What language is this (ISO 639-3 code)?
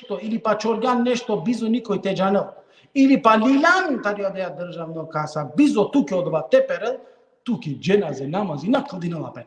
rmn